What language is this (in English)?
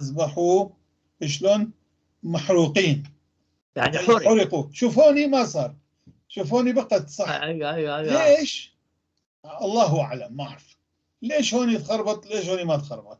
North Levantine Arabic